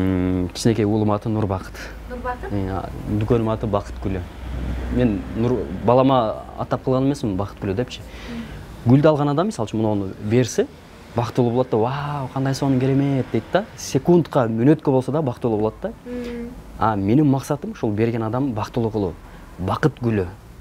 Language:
Kyrgyz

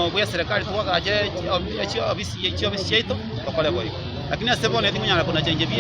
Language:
Gusii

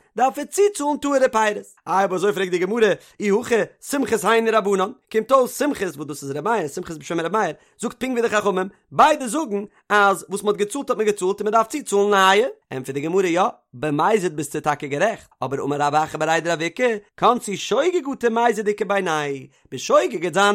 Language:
Yiddish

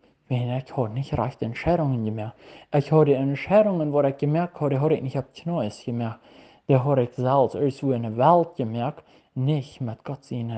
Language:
Plautdietsch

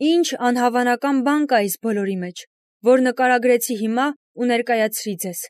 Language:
Armenian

